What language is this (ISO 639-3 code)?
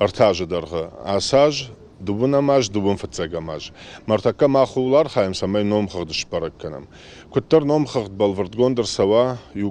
oss